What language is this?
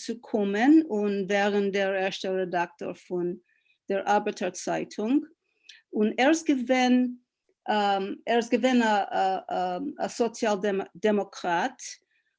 Yiddish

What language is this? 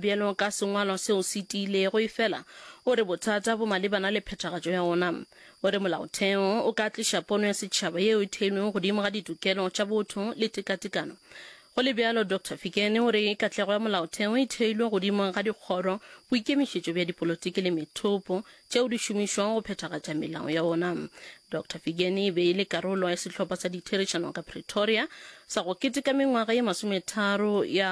Northern Sotho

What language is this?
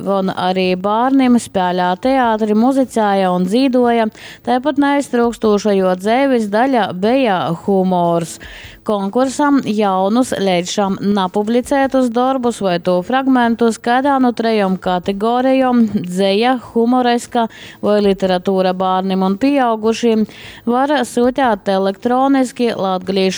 Latgalian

